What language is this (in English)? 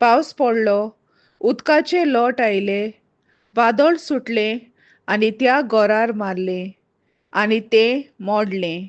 Konkani